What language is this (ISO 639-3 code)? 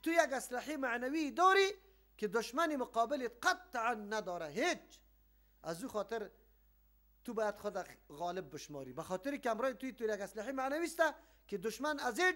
fas